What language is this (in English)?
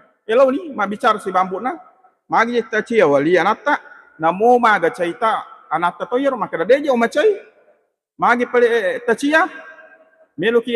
Buginese